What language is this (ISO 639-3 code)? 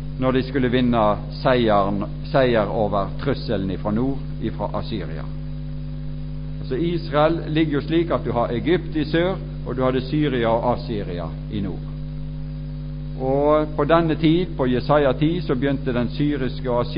nor